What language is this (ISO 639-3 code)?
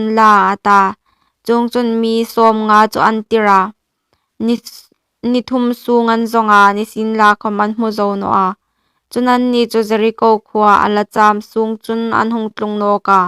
hmr